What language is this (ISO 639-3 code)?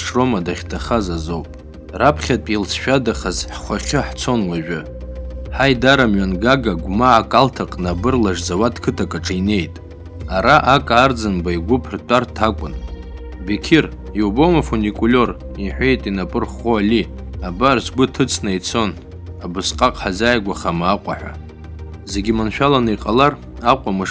abk